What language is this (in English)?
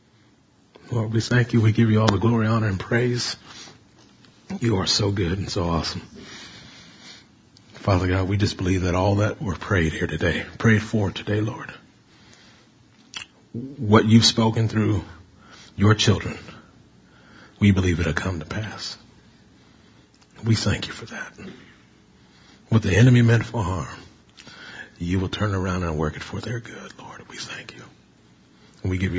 English